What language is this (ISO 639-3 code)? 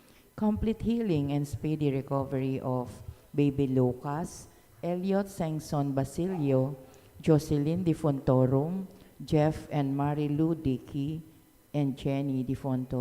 pam